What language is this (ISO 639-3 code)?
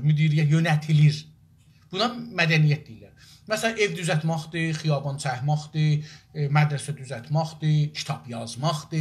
azb